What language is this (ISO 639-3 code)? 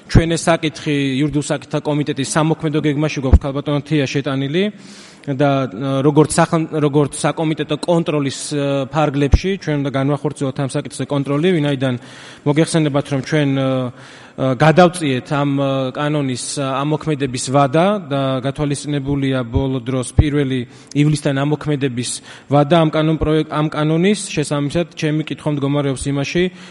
kat